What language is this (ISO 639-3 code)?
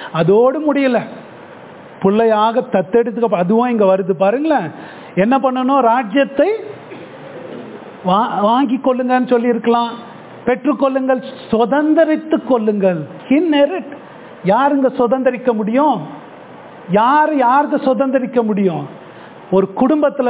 tam